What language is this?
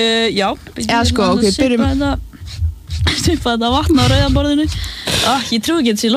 Icelandic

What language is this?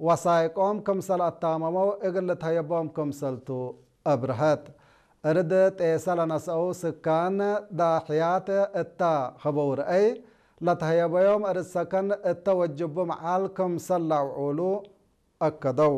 Tigre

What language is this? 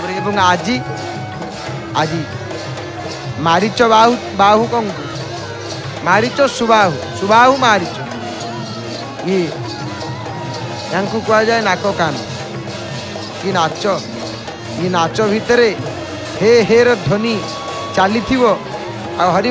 Odia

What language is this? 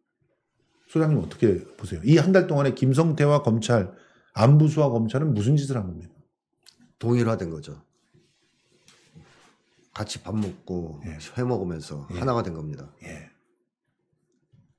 Korean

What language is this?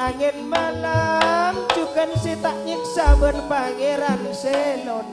Madurese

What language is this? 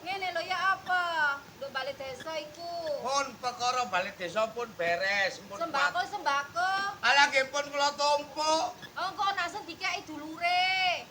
Javanese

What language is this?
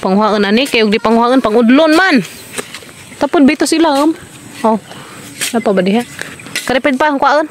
Cebuano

